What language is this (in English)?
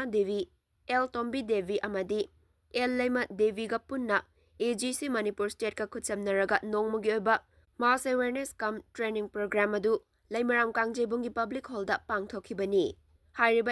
Manipuri